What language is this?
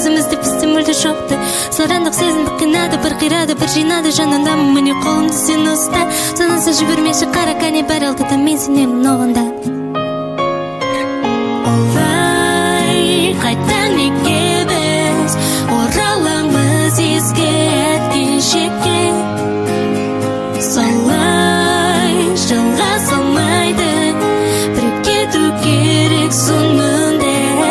Kazakh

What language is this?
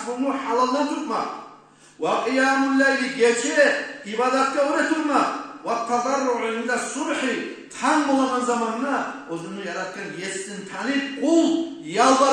Kumyk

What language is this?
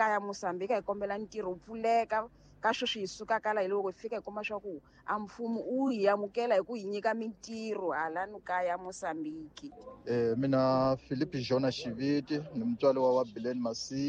Tsonga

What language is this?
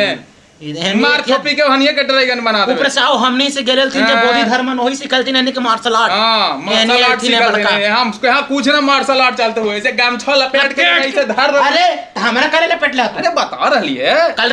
Magahi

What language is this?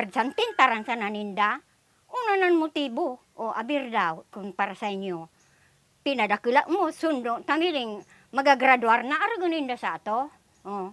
Bikol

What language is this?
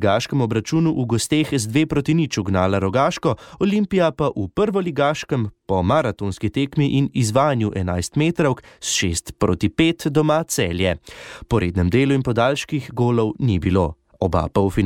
Slovenian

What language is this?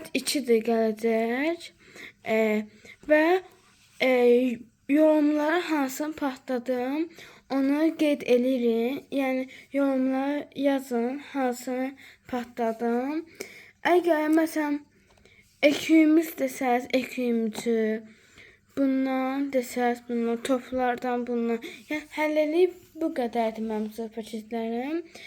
Azerbaijani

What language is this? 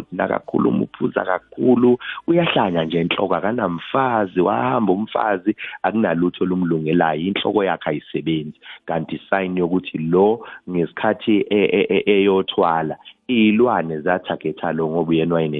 Zulu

